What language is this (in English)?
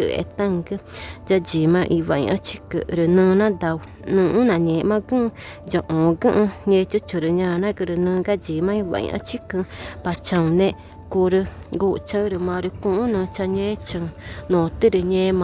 Ticuna